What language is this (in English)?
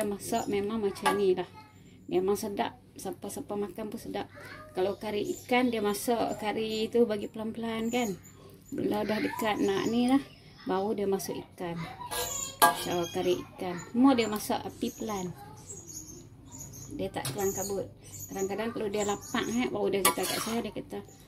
Malay